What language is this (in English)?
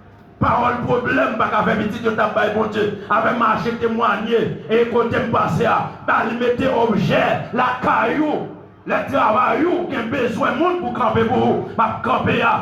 Haitian Creole